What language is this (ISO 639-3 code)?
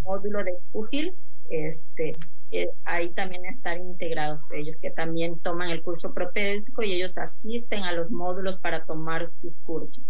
spa